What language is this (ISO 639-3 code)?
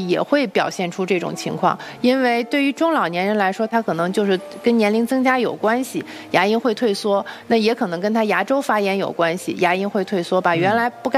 zho